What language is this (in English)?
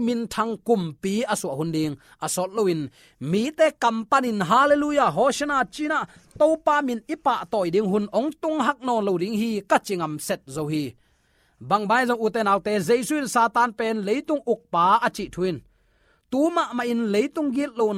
Tedim Chin